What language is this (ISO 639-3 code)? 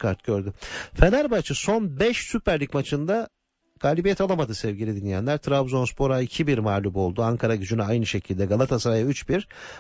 tur